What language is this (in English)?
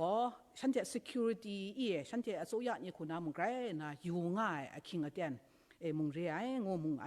Kachin